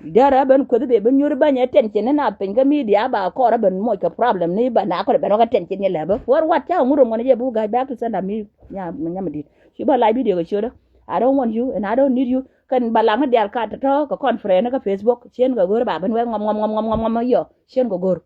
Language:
Nuer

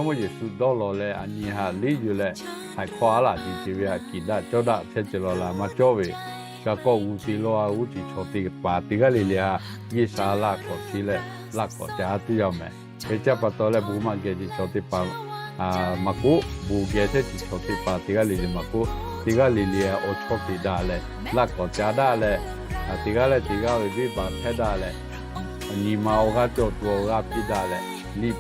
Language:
Lahu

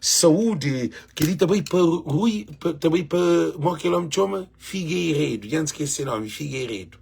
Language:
Kabuverdianu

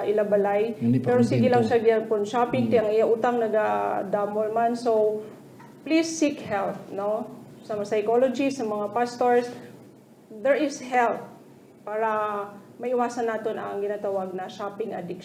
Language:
Hiligaynon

